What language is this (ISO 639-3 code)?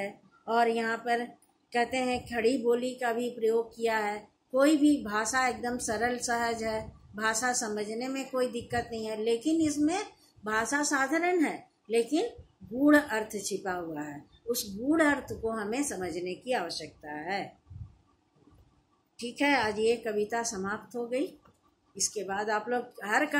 hin